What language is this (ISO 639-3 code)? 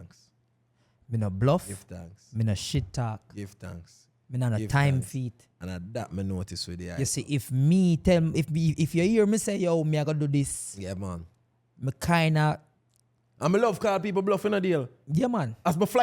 jam